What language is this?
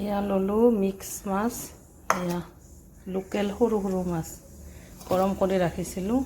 Assamese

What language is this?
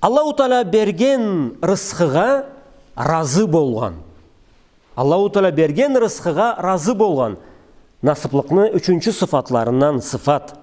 Karachay-Balkar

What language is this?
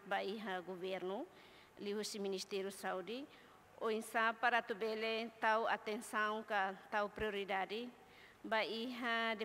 Tetum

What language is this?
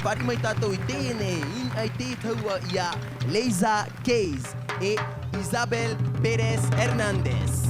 Tahitian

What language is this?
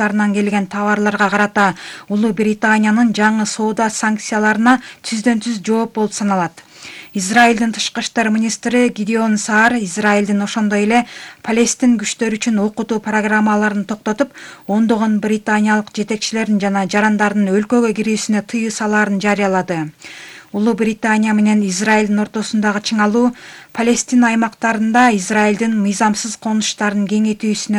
Kyrgyz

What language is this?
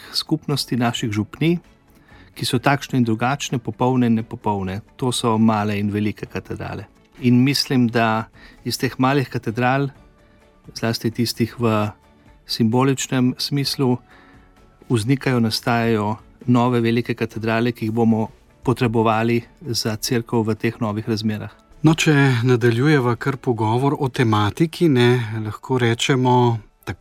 Slovenian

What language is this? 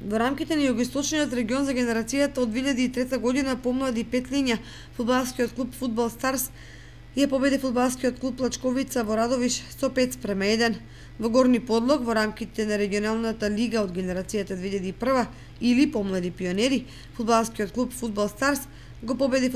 Macedonian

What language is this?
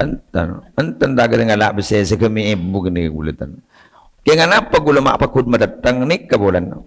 Madurese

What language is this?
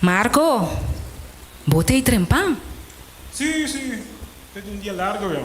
Papiamento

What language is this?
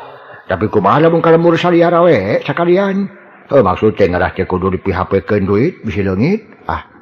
Sundanese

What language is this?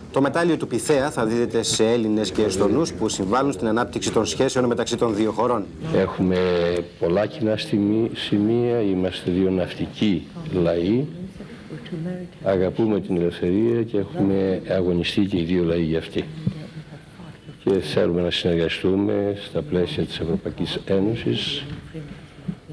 Greek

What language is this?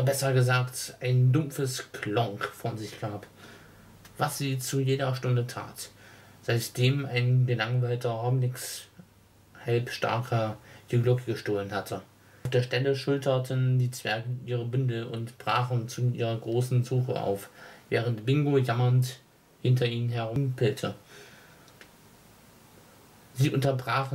German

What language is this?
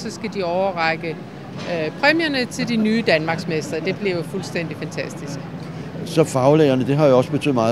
Danish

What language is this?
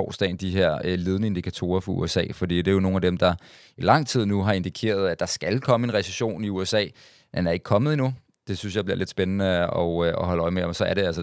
Danish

